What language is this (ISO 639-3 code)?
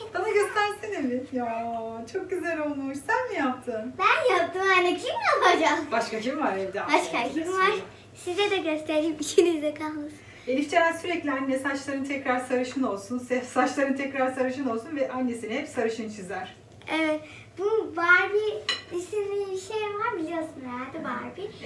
tur